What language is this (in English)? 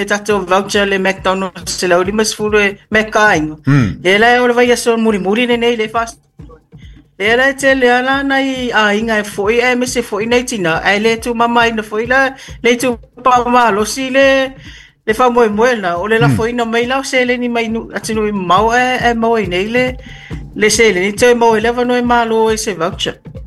Samoan